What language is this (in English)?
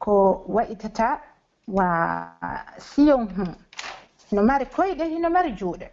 Pular